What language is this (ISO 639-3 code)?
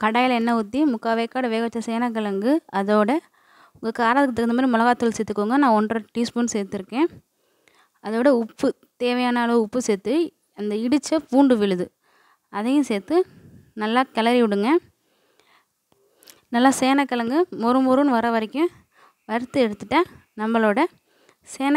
tam